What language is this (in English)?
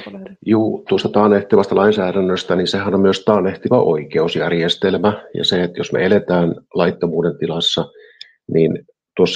Finnish